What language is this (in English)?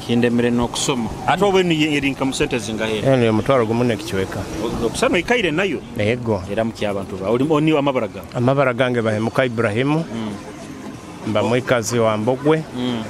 Nyoro